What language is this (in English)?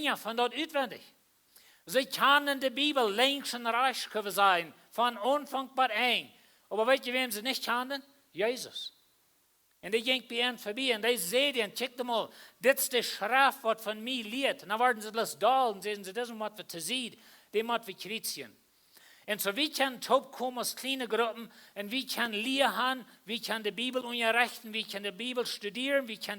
Plautdietsch